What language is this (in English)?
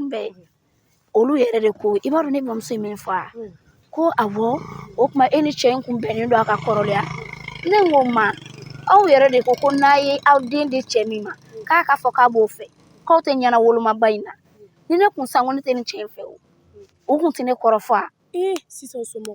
Bambara